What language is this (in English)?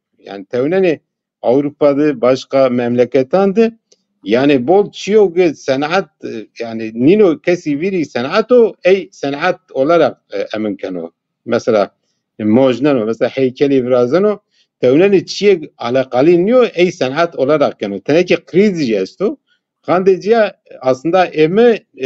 Zaza